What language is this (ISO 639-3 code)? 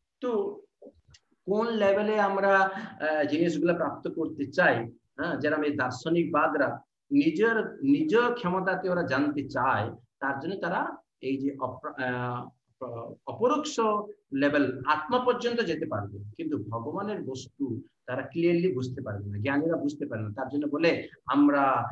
ben